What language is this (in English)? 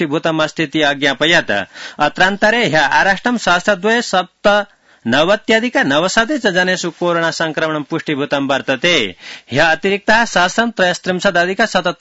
Sanskrit